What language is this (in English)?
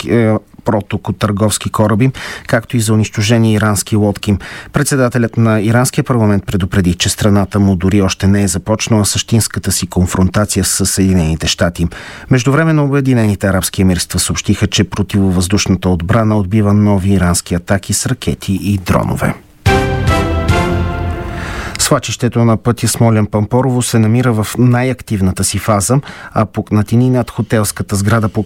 Bulgarian